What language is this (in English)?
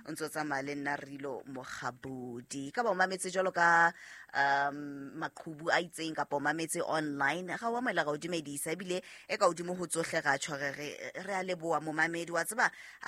Southern Sotho